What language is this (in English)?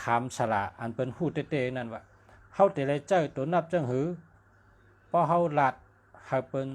Shan